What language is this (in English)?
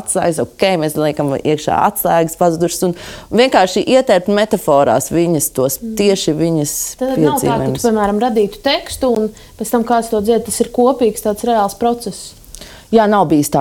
Latvian